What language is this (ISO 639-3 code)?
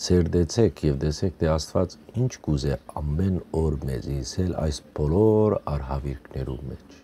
hyw